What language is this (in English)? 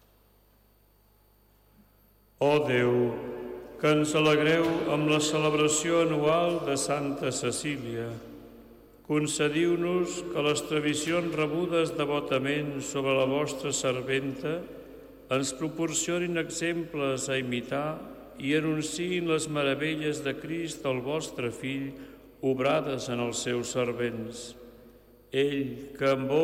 Catalan